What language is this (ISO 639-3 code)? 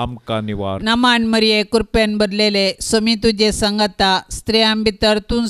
kok